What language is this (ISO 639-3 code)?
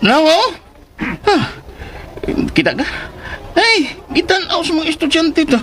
ceb